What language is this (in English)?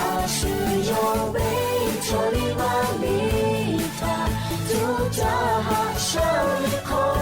Lahu